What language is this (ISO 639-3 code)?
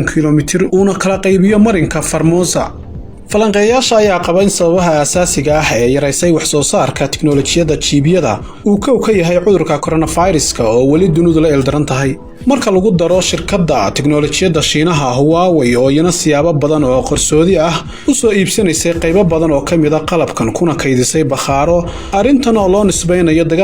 som